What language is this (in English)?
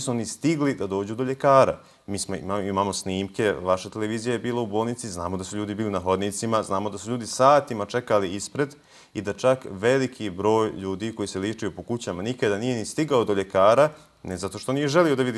Bosnian